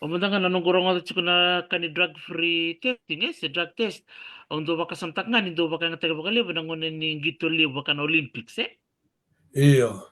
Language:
Fijian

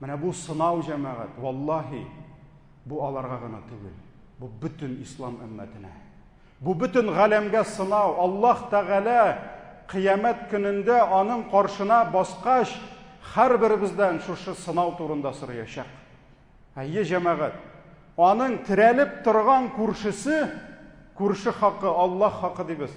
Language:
Tatar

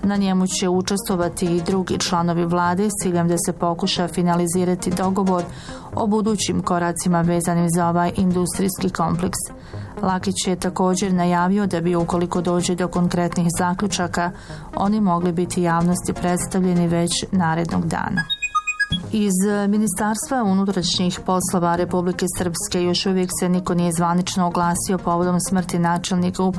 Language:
Bosnian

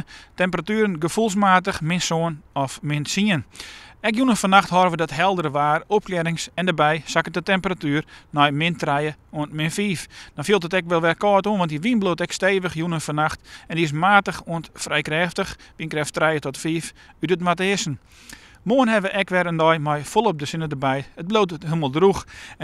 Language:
Western Frisian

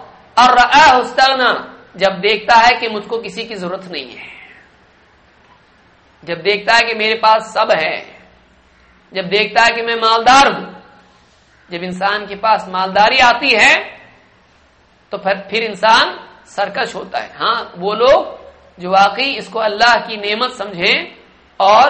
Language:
Urdu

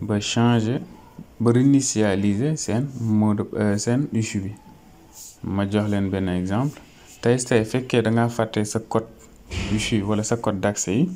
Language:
Wolof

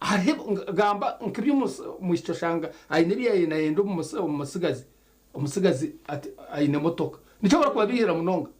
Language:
Nyankole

